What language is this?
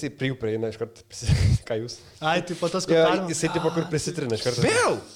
Lithuanian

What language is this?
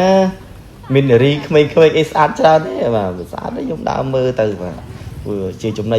Khmer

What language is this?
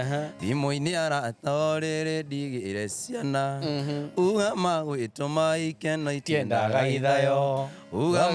Kikuyu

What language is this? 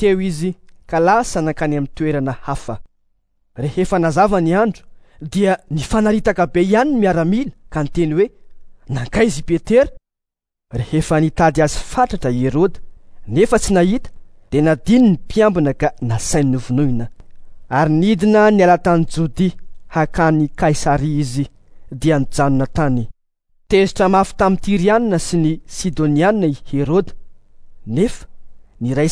Malagasy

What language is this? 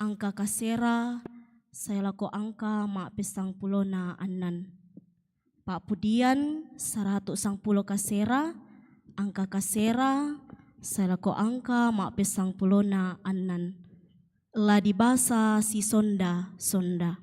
Toraja-Sa'dan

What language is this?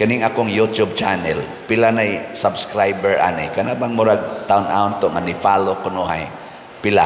Cebuano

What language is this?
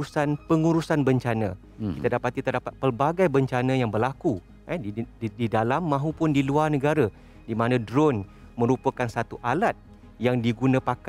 Malay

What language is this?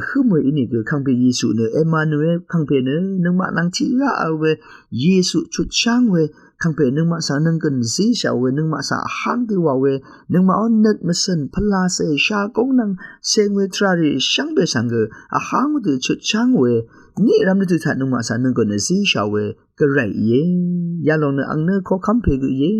Rawang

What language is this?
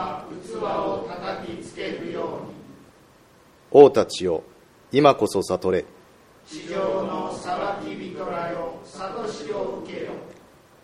Japanese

